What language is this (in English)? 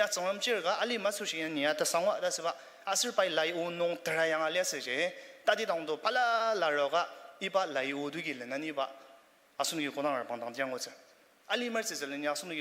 Ao Naga